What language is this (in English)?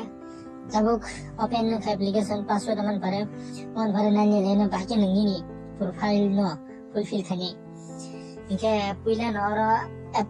Kok Borok